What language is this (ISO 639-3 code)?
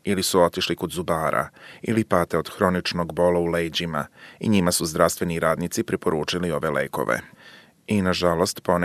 srp